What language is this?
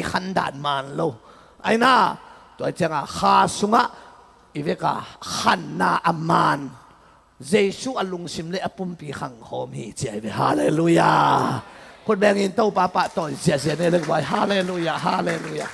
Tedim Chin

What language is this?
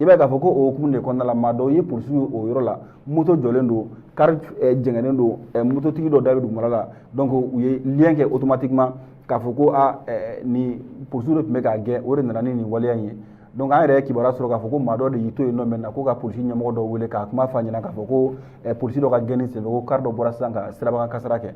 Bambara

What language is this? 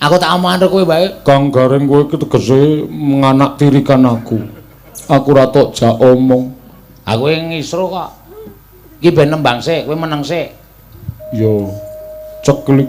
Javanese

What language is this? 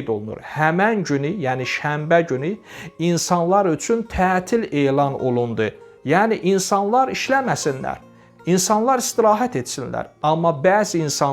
Azerbaijani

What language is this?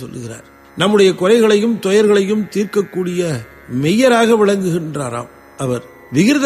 Tamil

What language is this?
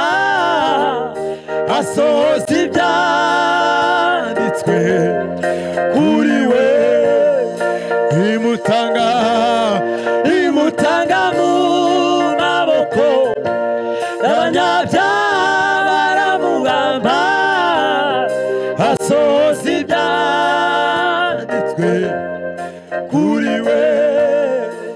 Kinyarwanda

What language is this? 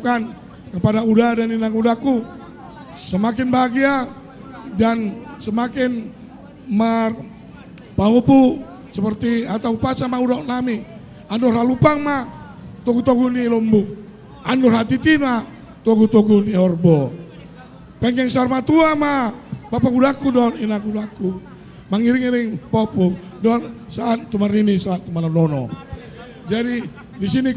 Batak Toba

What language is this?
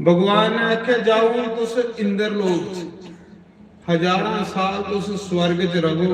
Dogri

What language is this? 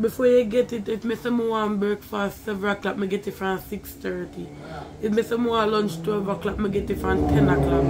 Jamaican Creole English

